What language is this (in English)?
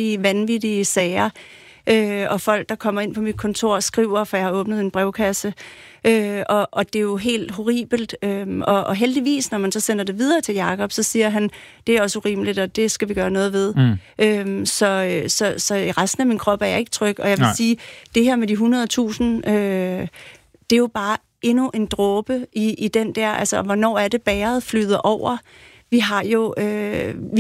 Danish